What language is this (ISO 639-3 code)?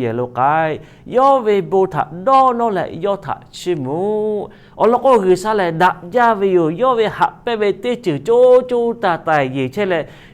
lhu